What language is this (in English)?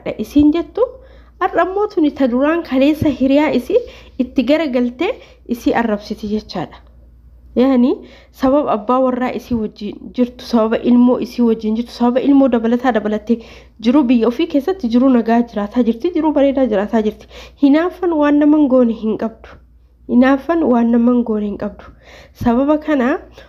Oromo